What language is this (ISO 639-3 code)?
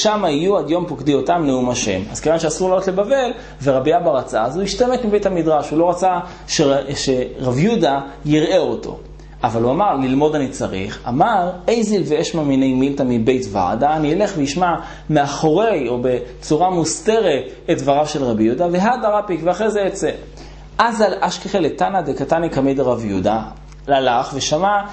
heb